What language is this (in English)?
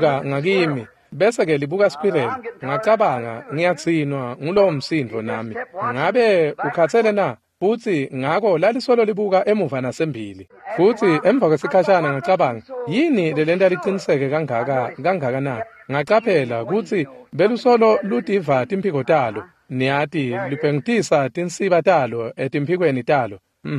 Swati